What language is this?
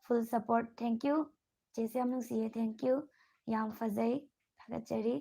Manipuri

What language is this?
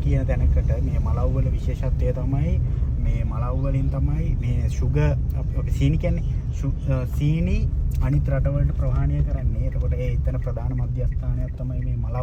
Sinhala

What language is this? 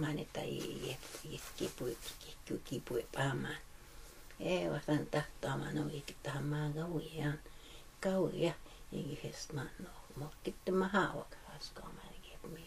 Plains Cree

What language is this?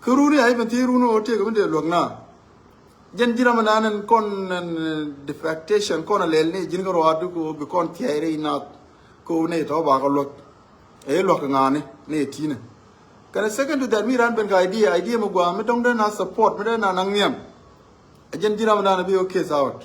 Nuer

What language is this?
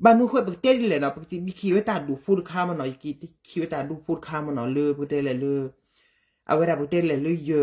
S'gaw Karen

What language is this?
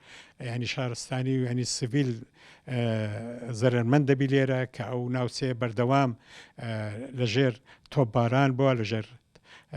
Central Kurdish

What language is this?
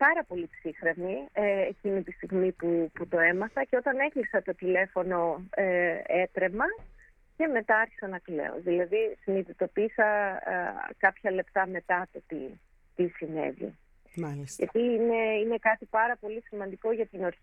Greek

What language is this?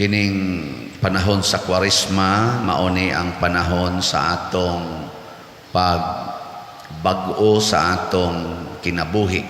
Cebuano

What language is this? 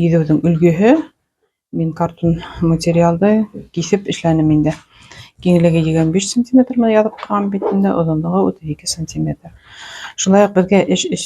Bashkir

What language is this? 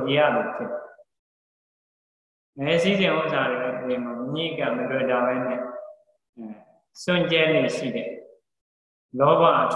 Burmese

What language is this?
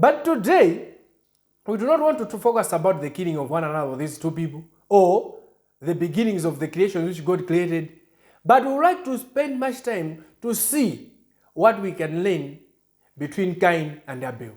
English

